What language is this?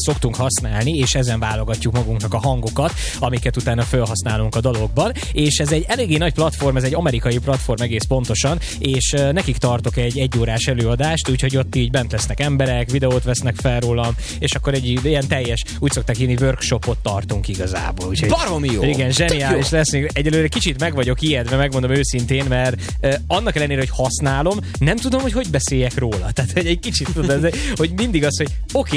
Hungarian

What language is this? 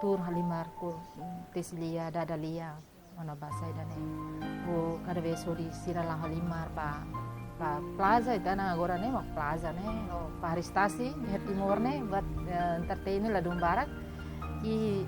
Tetum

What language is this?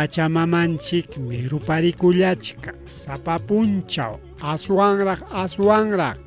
Ayacucho Quechua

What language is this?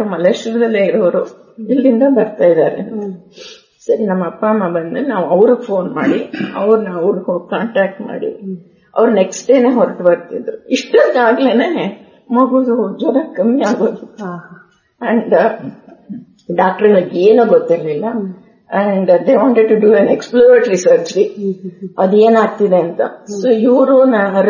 Kannada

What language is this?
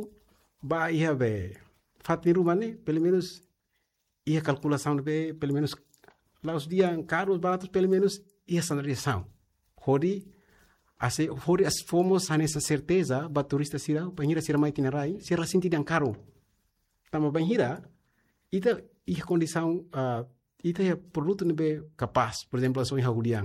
Tetum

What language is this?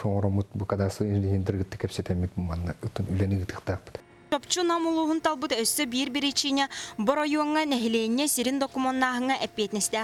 Yakut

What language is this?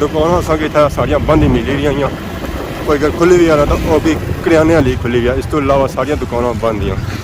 Pahari-Potwari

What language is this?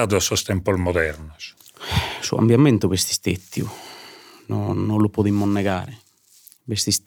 Sardinian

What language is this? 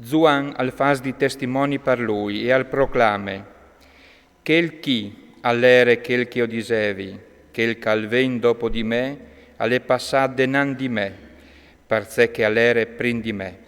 Friulian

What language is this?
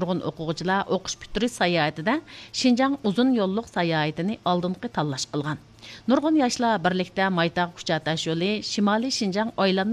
Uyghur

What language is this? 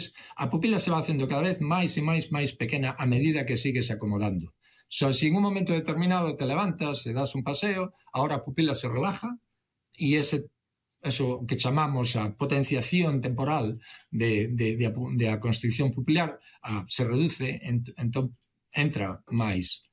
Galician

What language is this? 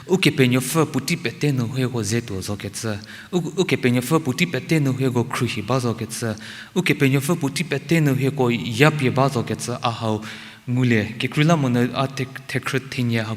Angami Naga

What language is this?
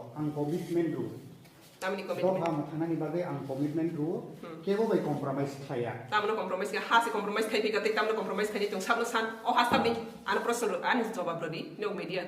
Kok Borok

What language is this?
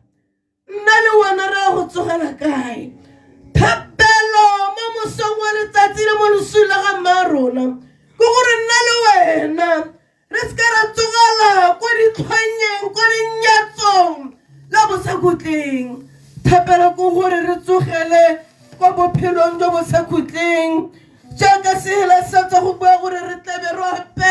Tswana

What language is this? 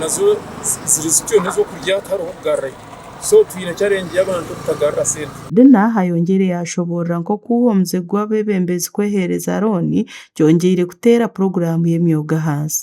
Nyankole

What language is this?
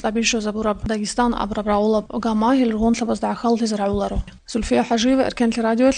Avaric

